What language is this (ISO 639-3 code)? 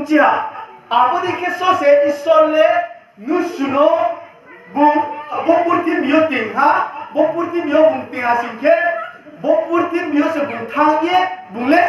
ria